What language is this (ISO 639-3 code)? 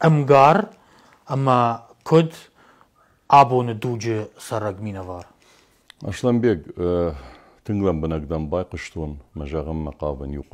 oss